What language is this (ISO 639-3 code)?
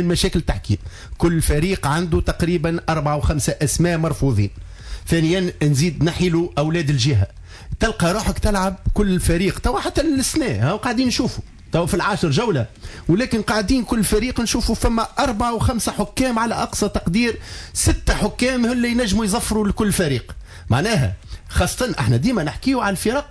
aeb